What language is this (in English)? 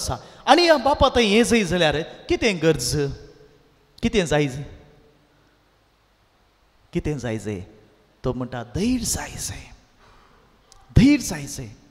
Konkani